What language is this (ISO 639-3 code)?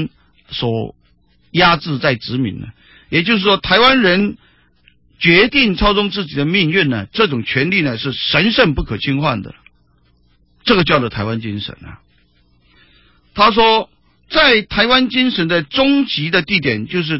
zho